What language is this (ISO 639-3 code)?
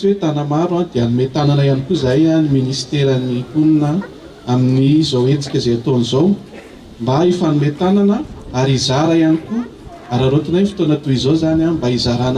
mlg